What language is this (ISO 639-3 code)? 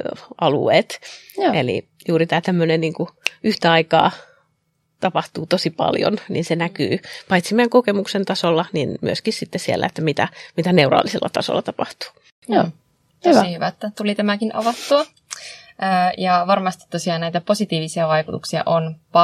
fin